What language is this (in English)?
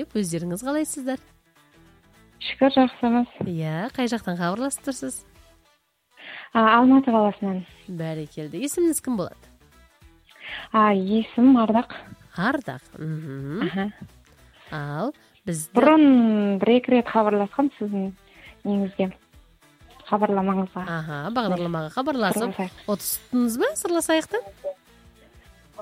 Kazakh